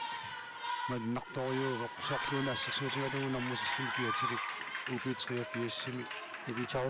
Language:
Kalaallisut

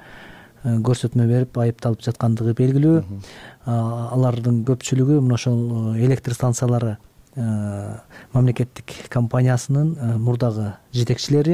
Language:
Kyrgyz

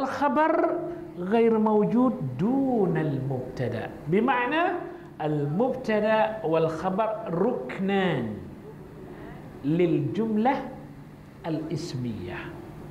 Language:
Malay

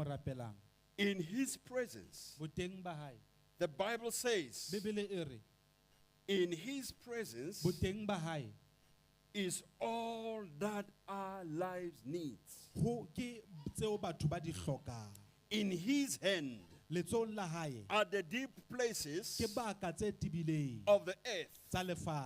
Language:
Southern Sotho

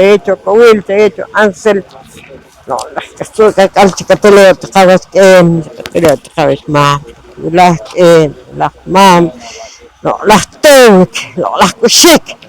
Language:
Poqomchi'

